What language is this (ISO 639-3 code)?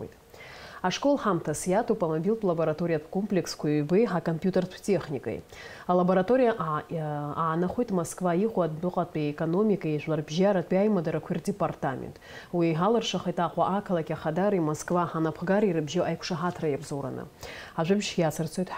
abk